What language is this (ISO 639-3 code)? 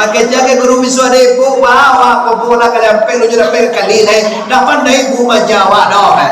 min